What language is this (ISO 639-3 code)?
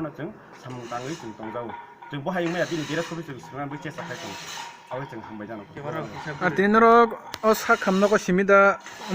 trp